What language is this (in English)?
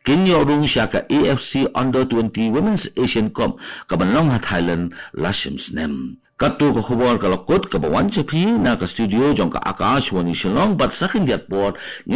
Khasi